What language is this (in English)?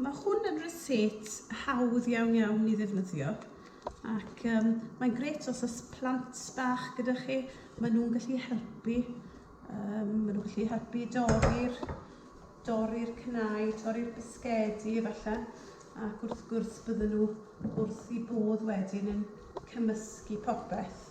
Welsh